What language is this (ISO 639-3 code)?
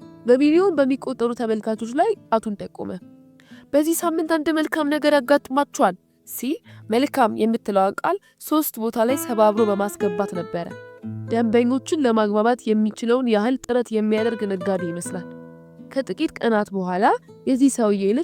amh